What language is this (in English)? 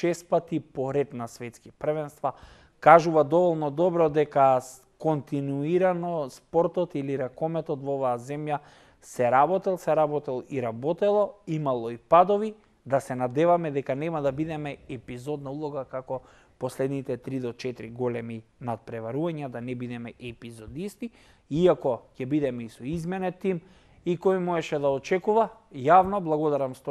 Macedonian